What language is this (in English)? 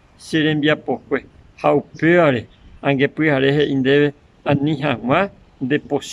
Guarani